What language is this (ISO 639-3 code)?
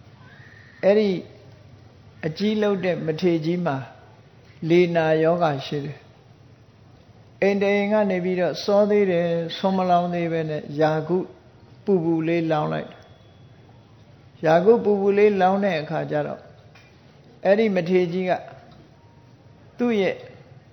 mya